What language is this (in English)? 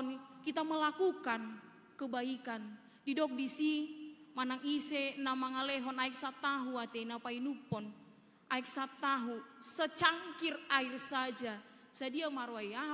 Batak Toba